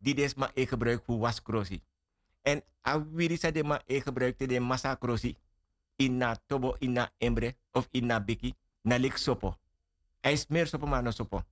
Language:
Sranan Tongo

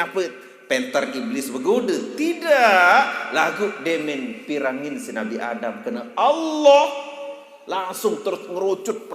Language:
Sasak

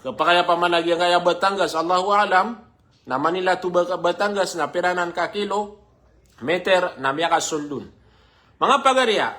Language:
Maranao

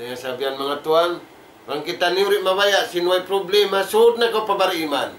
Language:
Tausug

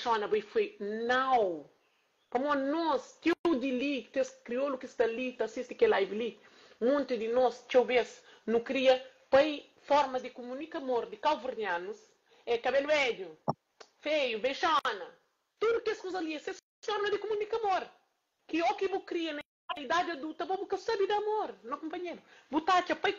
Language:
Kabuverdianu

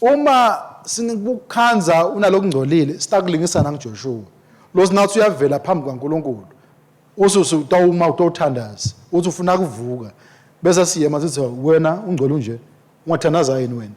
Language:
Swati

